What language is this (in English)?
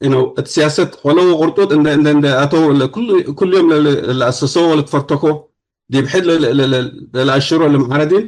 Tigre